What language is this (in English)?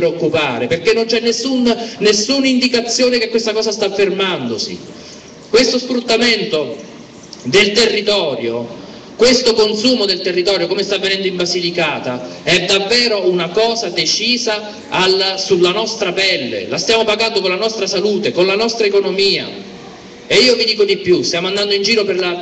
Italian